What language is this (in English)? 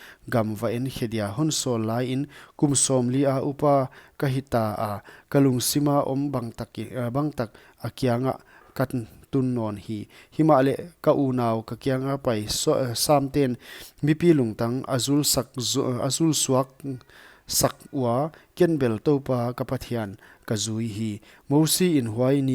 Paite Chin